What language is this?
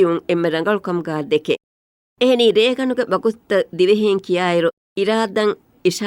Divehi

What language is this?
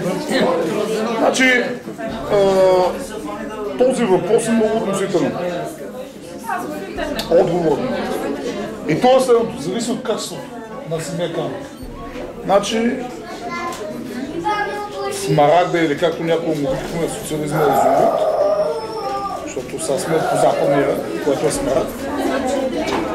Bulgarian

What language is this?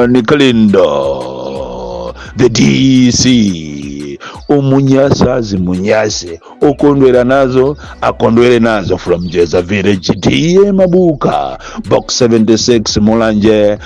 Nyanja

